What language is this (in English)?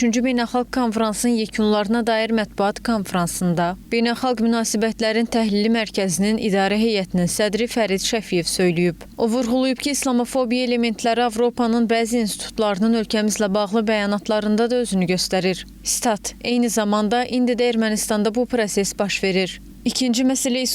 Azerbaijani